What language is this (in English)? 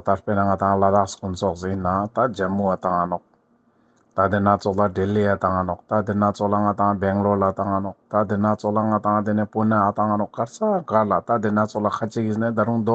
Ladakhi